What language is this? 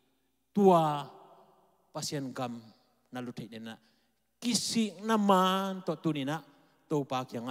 Tedim Chin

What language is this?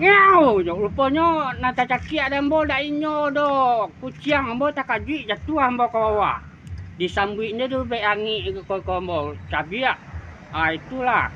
Minangkabau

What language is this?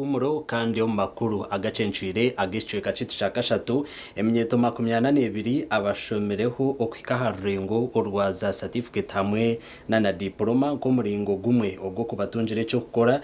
Nyankole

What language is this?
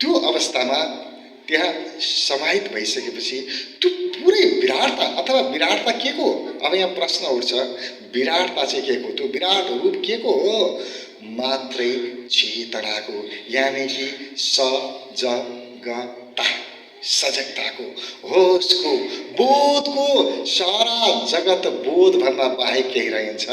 Nepali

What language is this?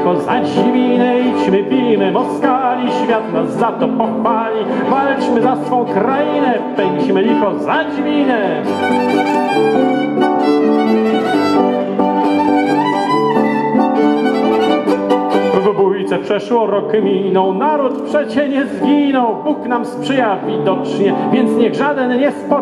Polish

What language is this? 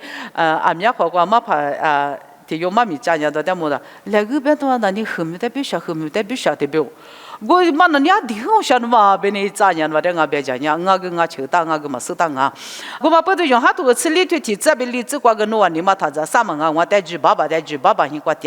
Lisu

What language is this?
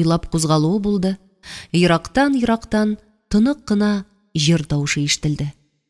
Tatar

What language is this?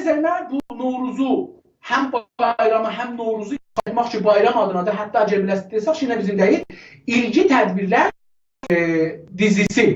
South Azerbaijani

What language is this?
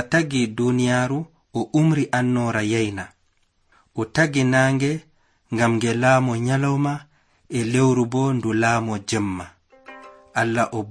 Nigerian Fulfulde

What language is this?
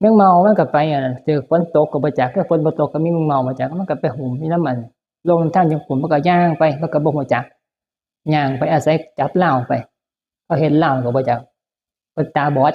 Northeastern Thai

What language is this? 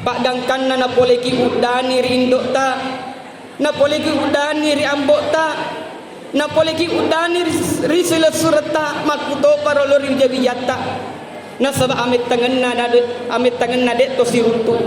Buginese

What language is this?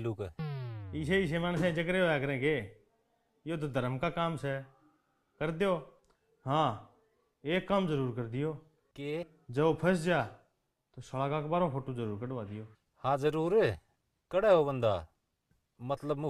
Haryanvi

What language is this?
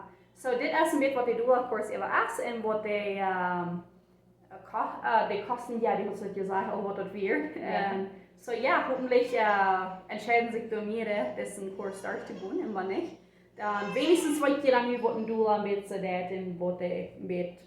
Plautdietsch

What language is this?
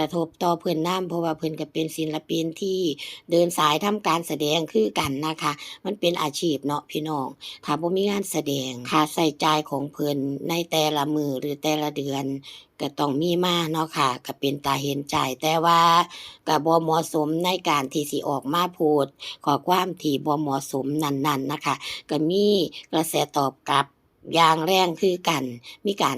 Northeastern Thai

